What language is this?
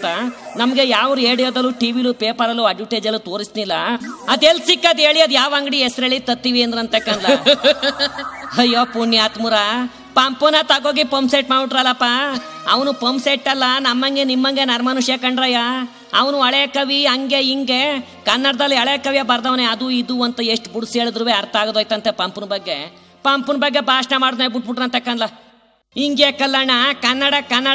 Kannada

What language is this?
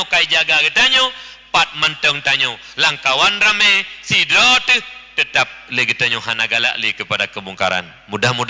Achinese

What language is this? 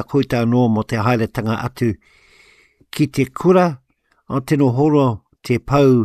Māori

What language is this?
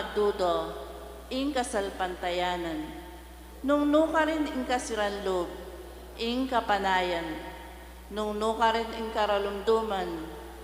Pampanga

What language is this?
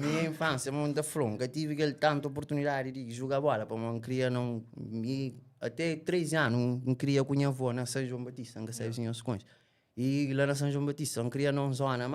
Kabuverdianu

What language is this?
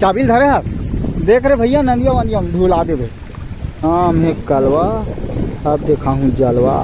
Chhattisgarhi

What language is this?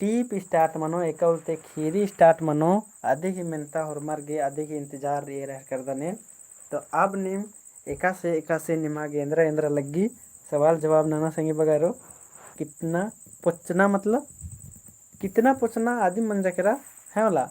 Kurukh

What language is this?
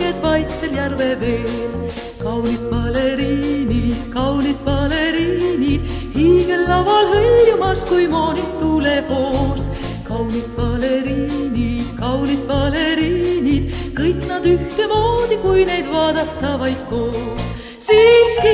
Estonian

